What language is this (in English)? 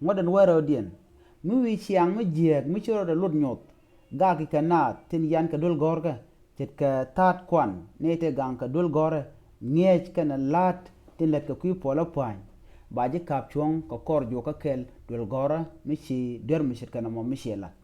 Nuer